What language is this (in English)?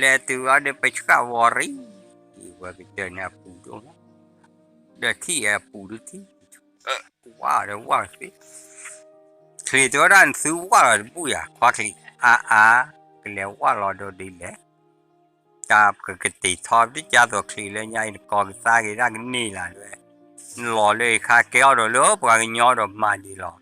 S'gaw Karen